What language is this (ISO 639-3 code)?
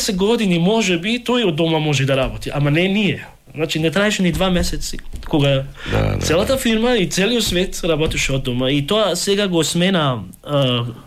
mkd